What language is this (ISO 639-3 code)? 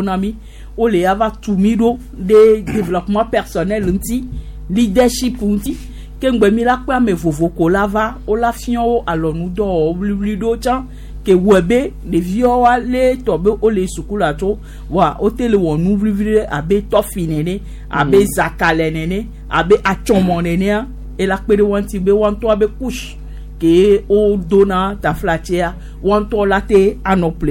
gej